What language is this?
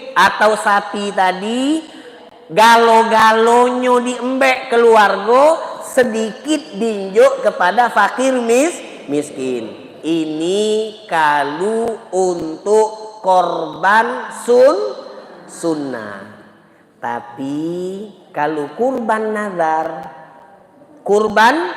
Musi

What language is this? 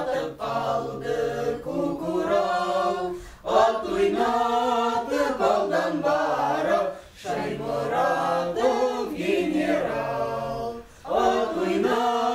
Bashkir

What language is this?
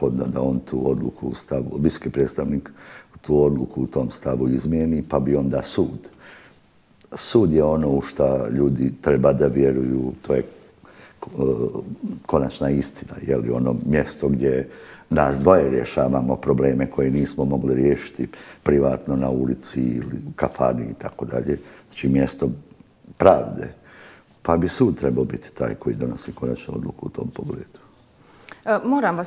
Bosnian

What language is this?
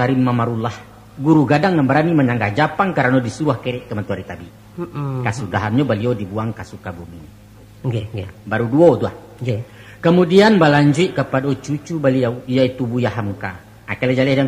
Minangkabau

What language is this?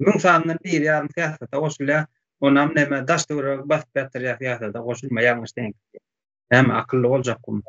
Turkmen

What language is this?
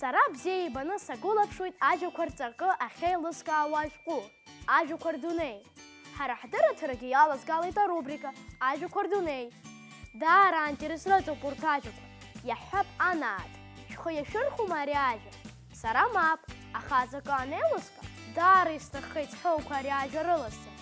Abkhazian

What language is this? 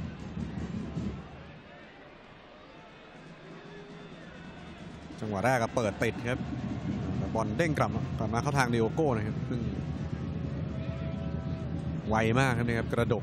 Thai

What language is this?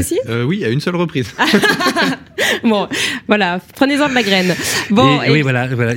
French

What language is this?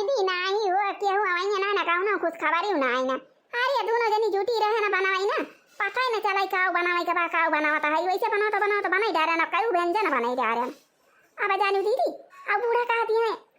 Awadhi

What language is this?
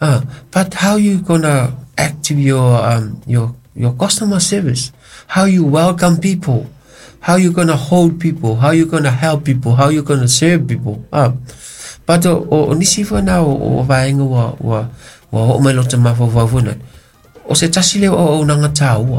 Samoan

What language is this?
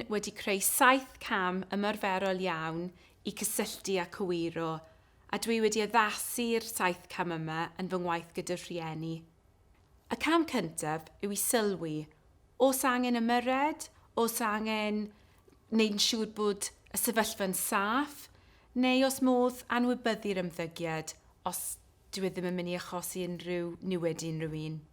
Welsh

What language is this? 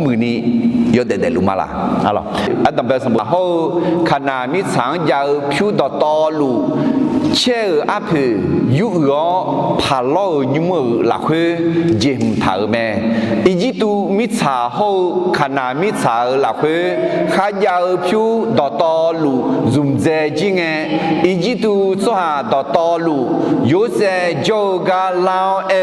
Akha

